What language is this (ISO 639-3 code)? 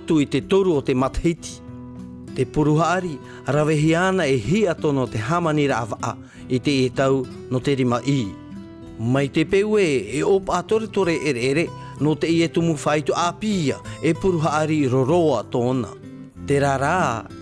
tah